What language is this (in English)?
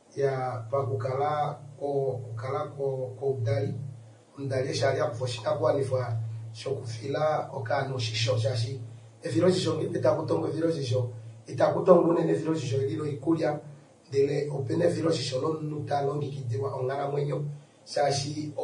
Kuanyama